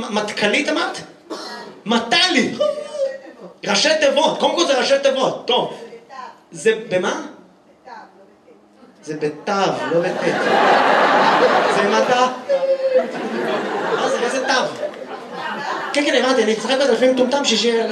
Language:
Hebrew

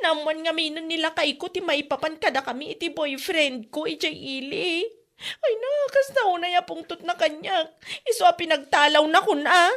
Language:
Iloko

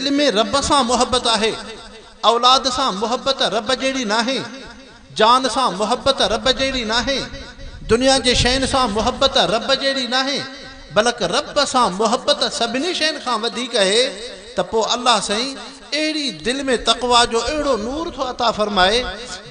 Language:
Sindhi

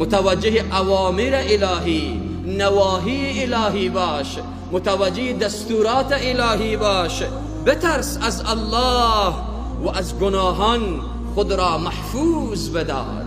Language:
Persian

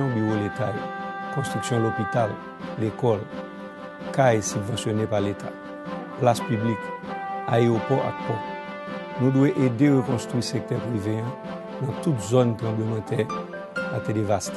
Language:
Haitian Creole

